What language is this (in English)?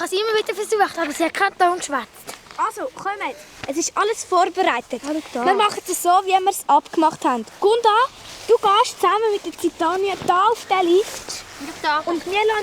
Swiss German